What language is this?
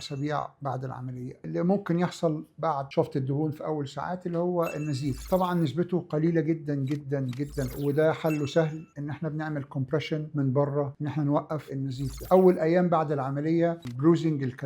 Egyptian Arabic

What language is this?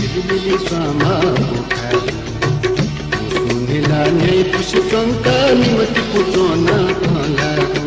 Newari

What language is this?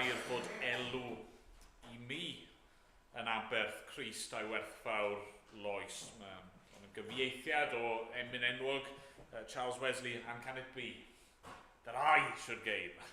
Welsh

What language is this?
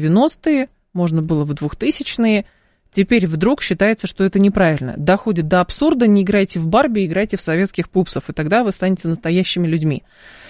Russian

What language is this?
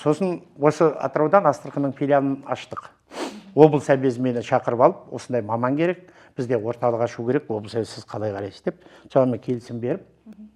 Kazakh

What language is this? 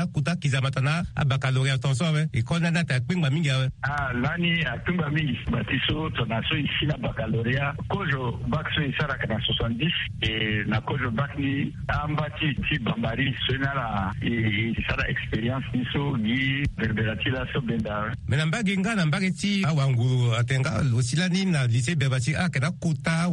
Sango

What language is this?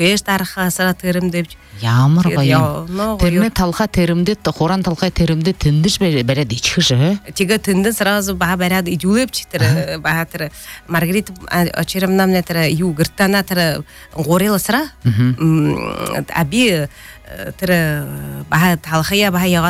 Buriat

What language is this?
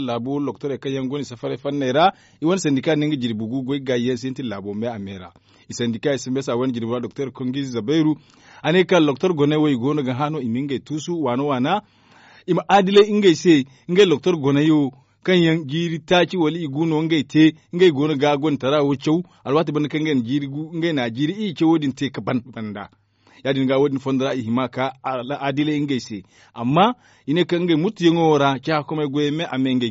Zarma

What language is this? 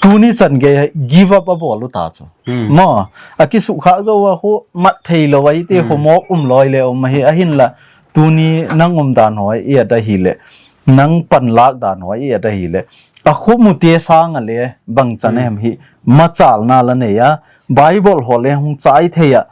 Thado Chin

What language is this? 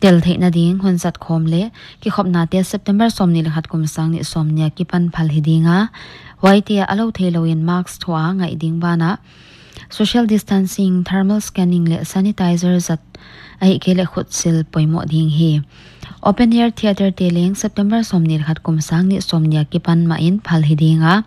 Paite Chin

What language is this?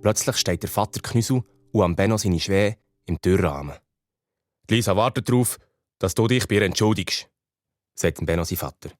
Swiss German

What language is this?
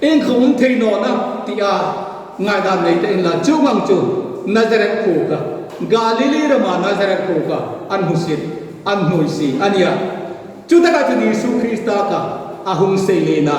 Hmar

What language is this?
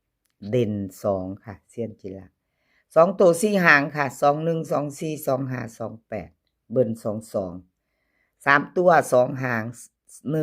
Northeastern Thai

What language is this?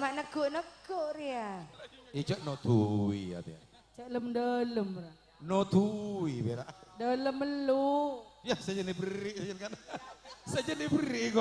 Madurese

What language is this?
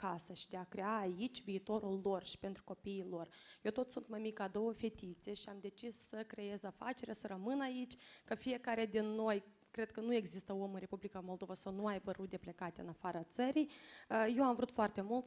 Romanian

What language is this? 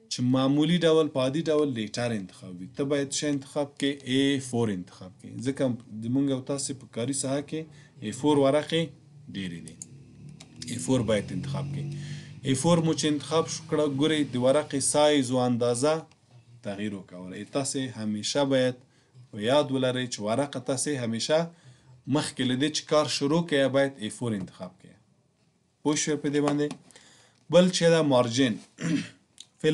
Pashto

